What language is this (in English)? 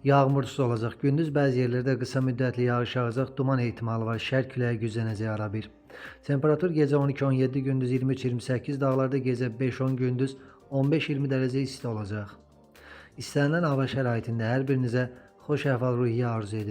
Azerbaijani